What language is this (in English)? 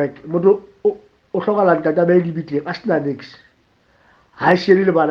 Southern Sotho